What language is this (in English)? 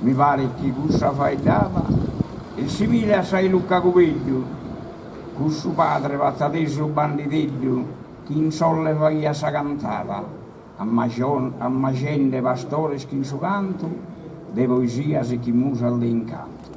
Sardinian